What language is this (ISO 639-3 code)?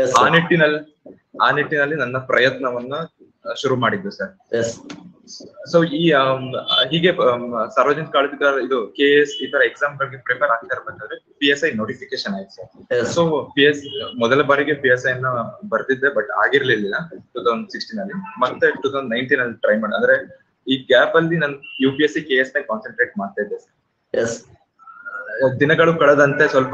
kan